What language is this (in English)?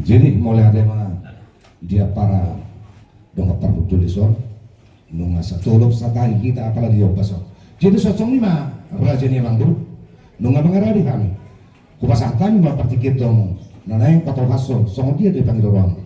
Batak Toba